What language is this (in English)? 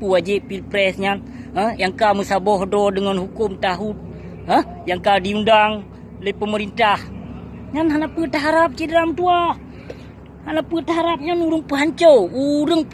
Achinese